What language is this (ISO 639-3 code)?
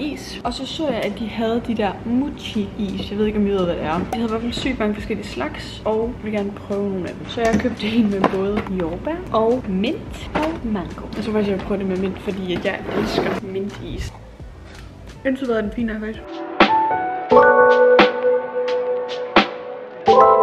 dan